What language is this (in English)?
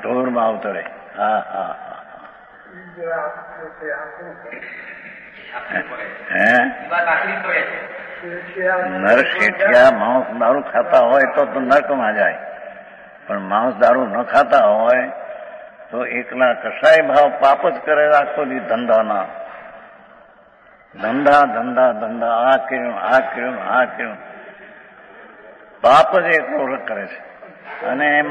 Gujarati